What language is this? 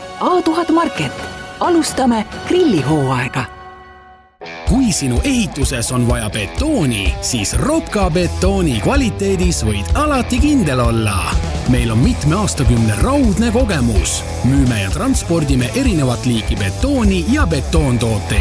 Estonian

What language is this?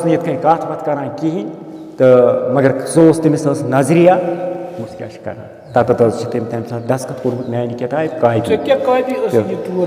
Kashmiri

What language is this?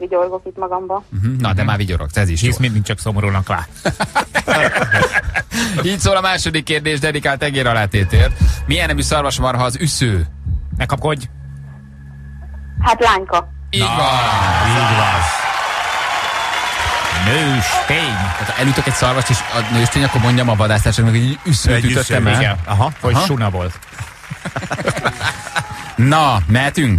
Hungarian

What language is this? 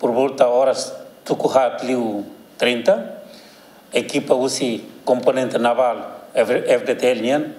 Tetum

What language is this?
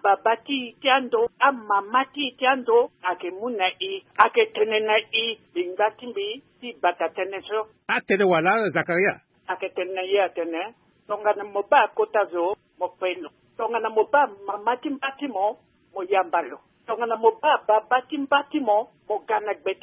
Sango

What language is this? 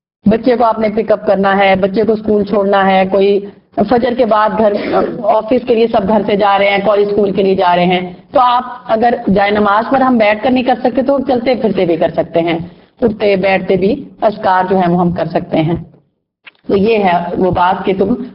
Urdu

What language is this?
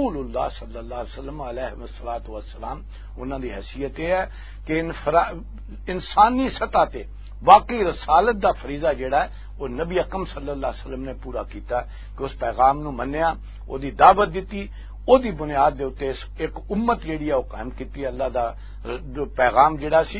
Western Panjabi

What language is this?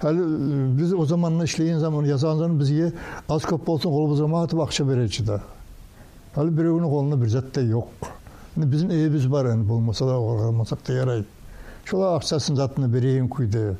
Kumyk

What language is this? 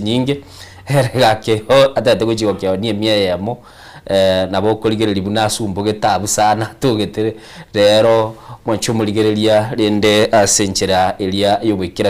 Gusii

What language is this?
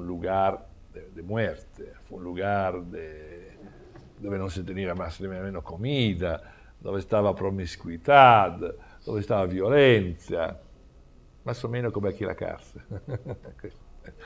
Italian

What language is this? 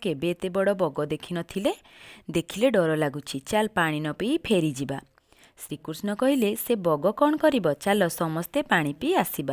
Odia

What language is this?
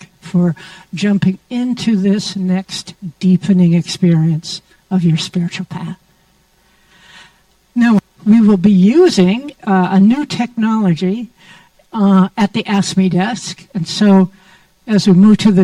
English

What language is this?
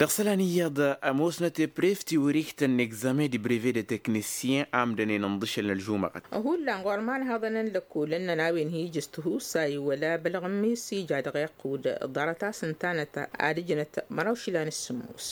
Tamasheq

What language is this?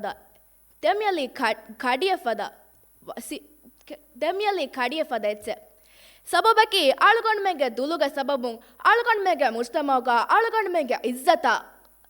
Divehi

